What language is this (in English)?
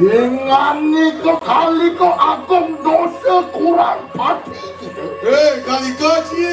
Balinese